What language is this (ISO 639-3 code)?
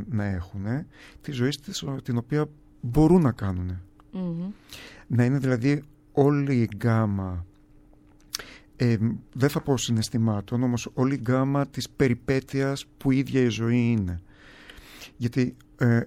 ell